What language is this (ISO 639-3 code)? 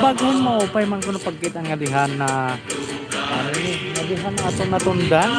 war